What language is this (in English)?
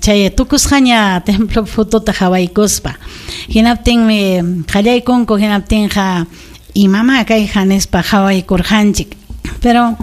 Ayacucho Quechua